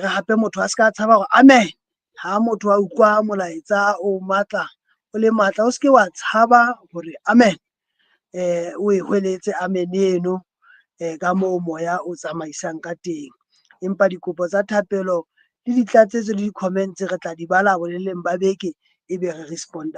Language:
Southern Sotho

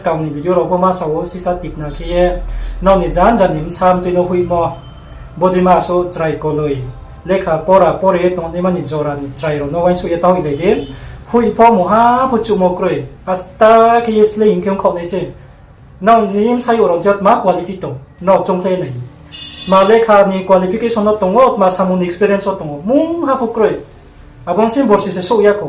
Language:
Riang (India)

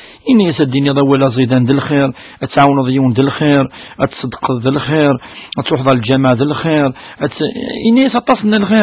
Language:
Kabyle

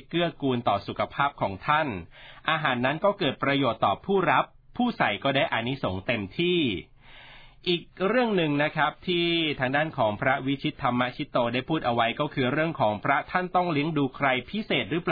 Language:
Thai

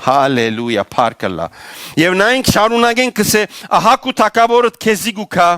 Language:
Western Armenian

